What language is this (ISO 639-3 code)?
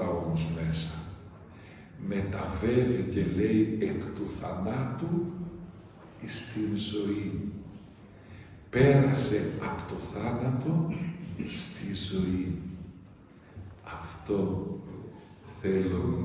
ell